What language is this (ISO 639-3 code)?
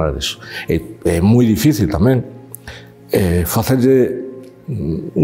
glg